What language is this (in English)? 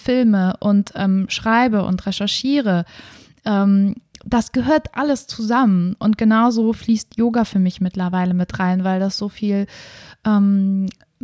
German